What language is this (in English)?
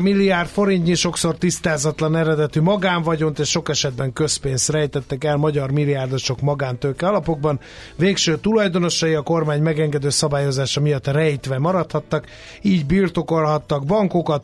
Hungarian